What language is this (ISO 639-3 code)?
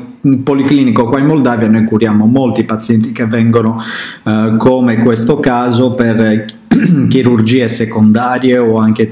ita